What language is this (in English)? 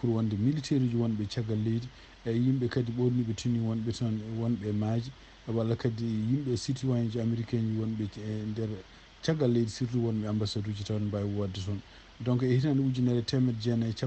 Fula